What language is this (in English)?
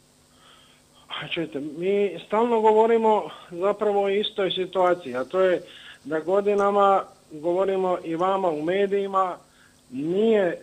Croatian